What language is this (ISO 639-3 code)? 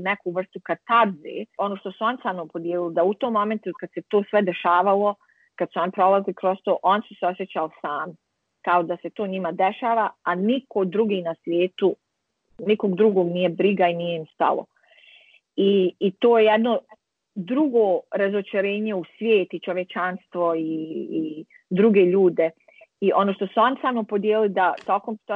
bos